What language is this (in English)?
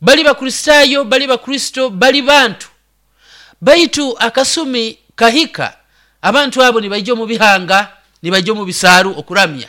Nyoro